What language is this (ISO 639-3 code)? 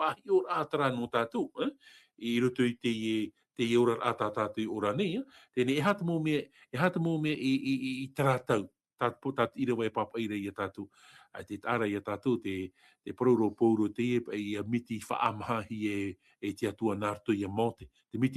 tah